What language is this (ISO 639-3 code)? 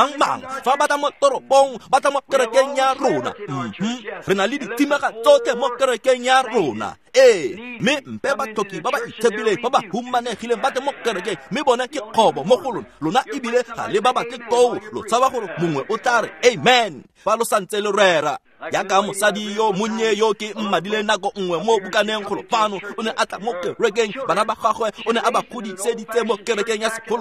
tsn